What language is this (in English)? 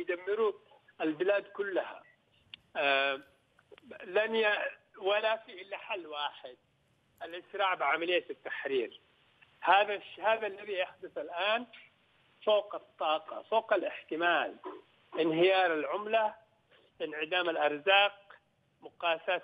Arabic